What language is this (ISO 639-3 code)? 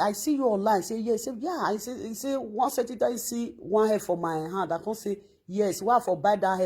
pcm